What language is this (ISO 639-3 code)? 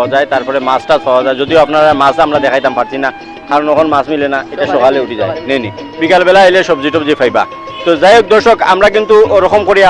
syl